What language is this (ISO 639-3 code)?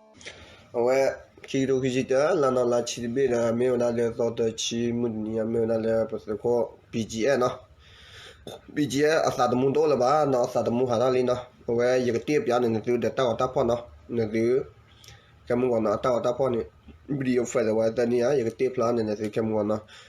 ksw